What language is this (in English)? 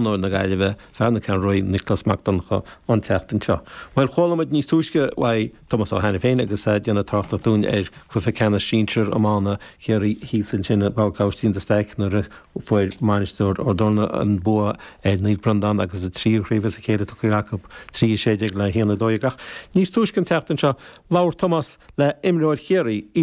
Irish